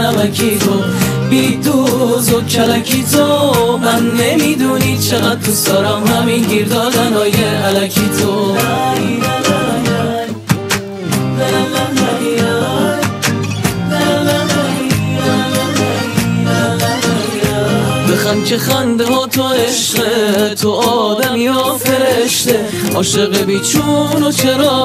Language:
Persian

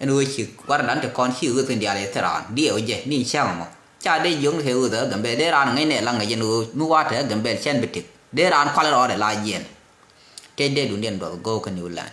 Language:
Nuer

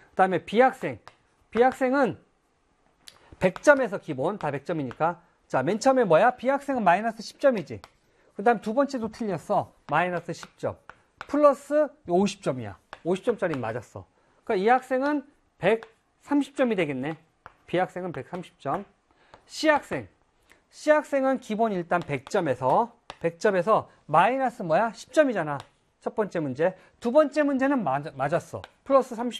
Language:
Korean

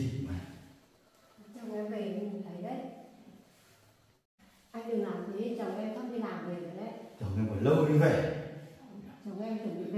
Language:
Vietnamese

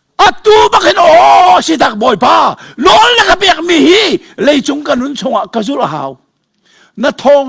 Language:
Hakha Chin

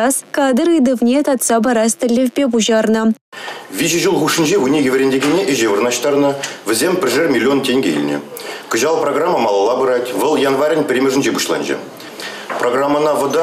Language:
Chuvash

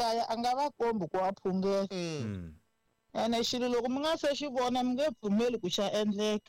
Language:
Tsonga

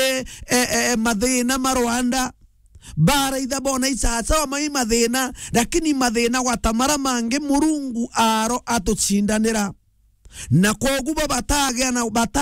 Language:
Meru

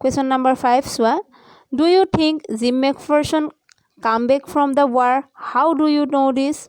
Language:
Assamese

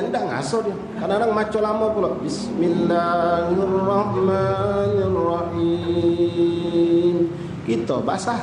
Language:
Musi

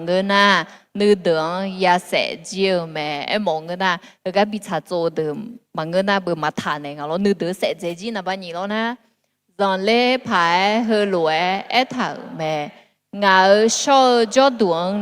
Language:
Akha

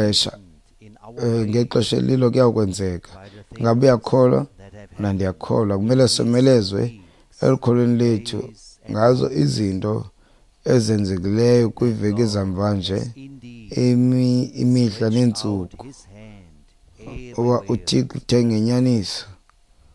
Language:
Xhosa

